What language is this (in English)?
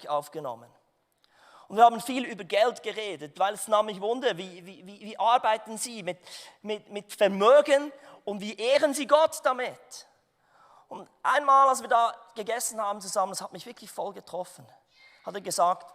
Swiss German